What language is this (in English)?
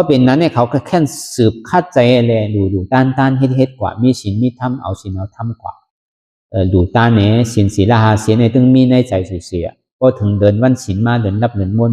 Shan